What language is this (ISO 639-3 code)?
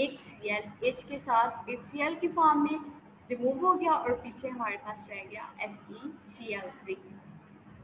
hin